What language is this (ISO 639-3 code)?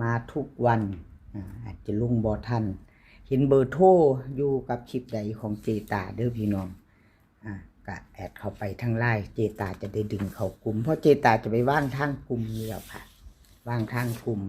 tts